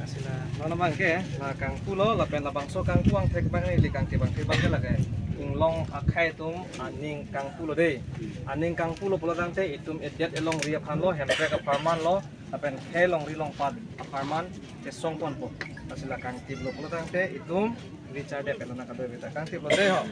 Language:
Karbi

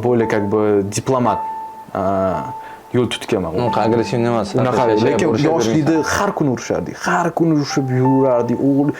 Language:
Uzbek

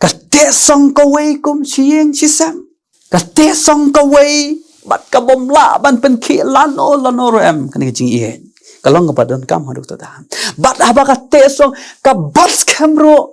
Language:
Khasi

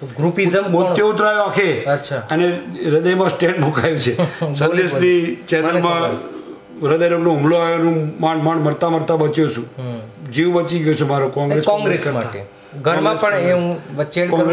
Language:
Gujarati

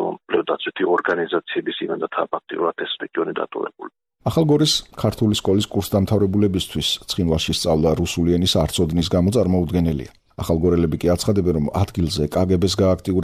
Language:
Georgian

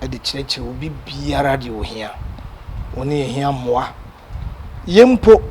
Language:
Akan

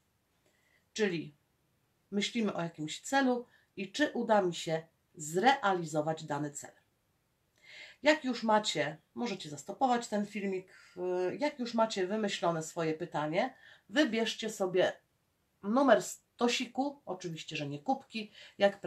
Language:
Polish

